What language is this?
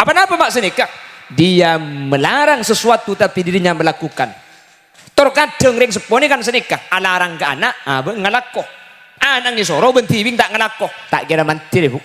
Madurese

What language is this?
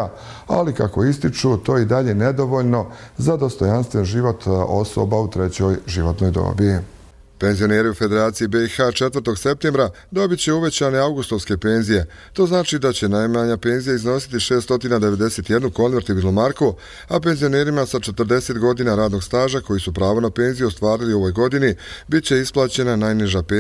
Bosnian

